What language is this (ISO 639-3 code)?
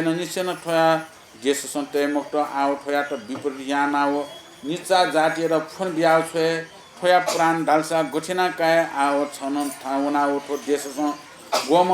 new